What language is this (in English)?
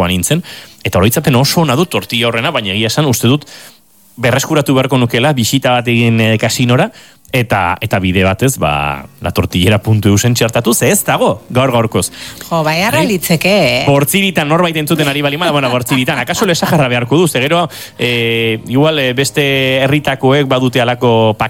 Basque